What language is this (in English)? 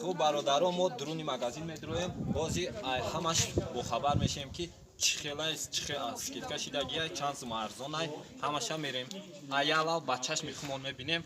Tajik